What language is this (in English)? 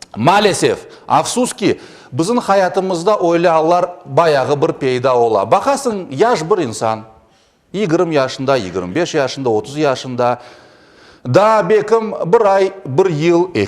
Crimean Tatar